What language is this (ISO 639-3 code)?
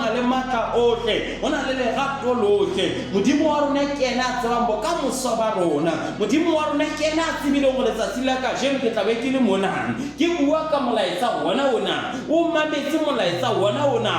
sot